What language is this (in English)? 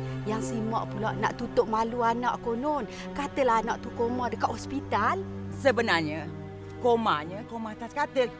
Malay